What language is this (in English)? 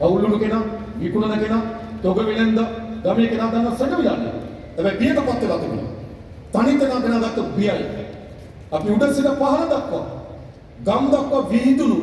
Sinhala